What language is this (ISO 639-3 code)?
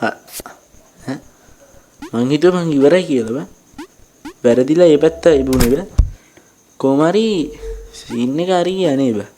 sin